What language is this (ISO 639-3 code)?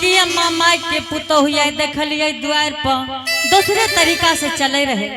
anp